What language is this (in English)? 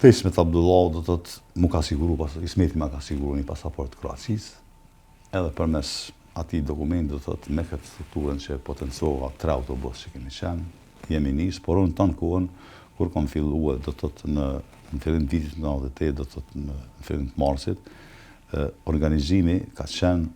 Albanian